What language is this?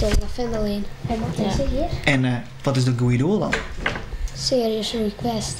Western Frisian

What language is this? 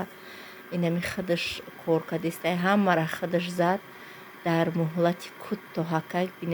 Tajik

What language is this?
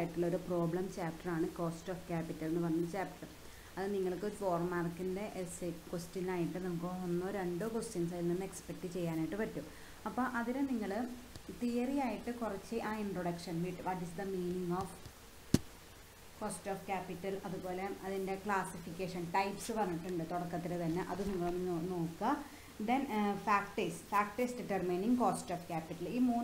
Malayalam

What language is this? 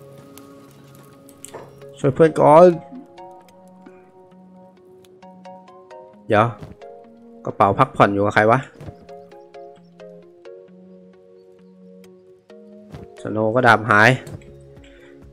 Thai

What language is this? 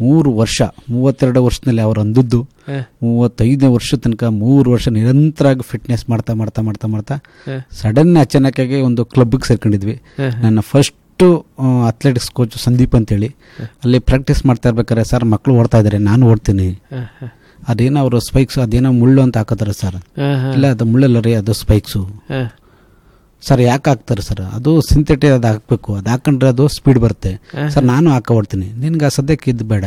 Kannada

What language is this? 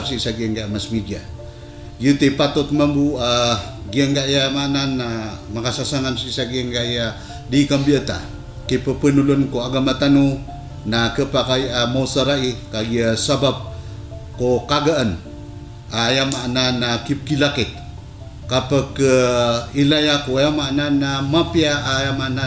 Maranao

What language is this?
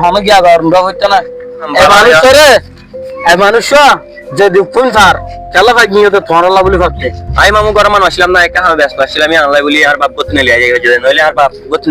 Rohingya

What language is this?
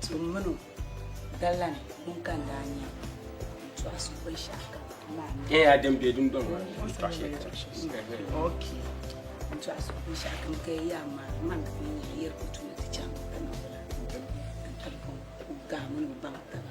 Dagbani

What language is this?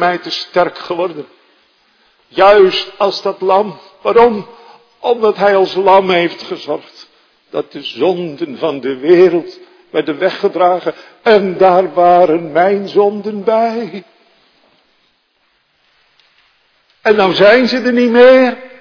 Dutch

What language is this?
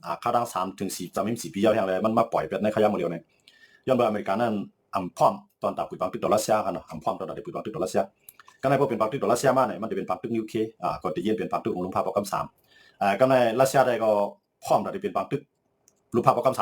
Shan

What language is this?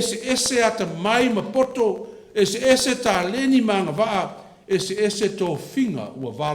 Samoan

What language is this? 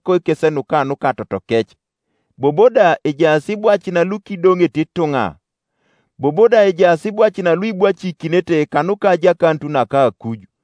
Teso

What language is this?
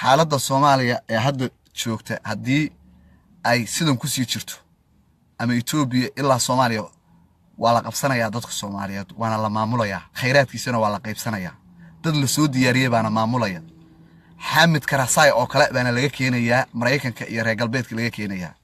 Somali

